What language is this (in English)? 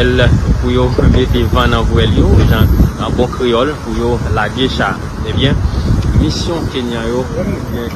Haitian Creole